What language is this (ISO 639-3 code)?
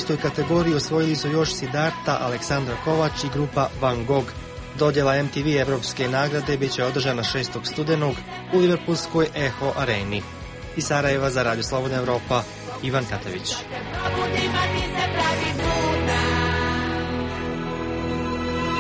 hrv